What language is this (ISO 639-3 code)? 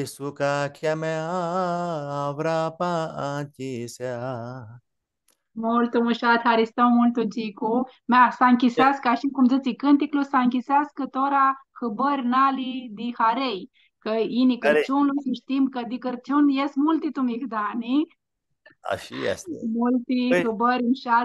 rup